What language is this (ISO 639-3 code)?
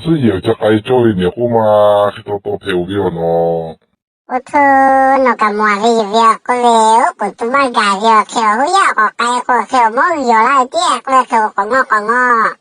lhu